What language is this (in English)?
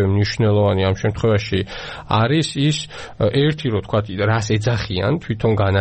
Georgian